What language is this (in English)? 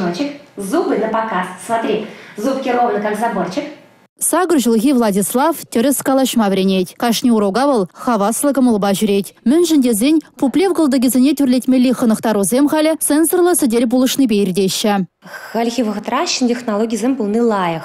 Chuvash